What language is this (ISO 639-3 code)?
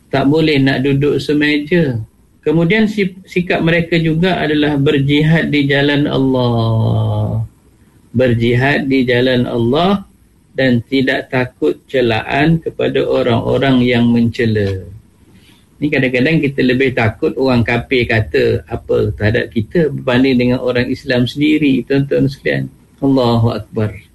msa